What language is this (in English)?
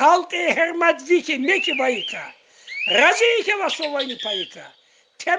Tsakhur